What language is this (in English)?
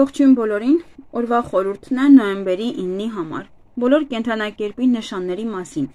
Armenian